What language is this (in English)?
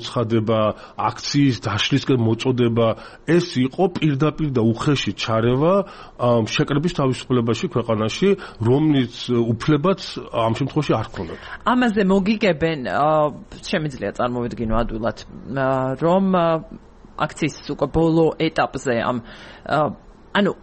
Georgian